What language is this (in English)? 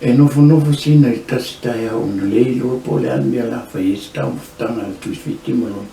Samoan